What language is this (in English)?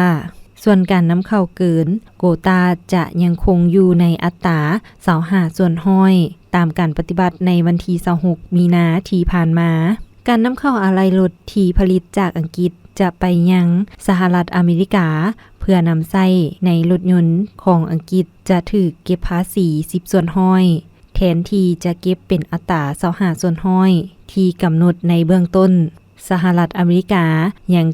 Lao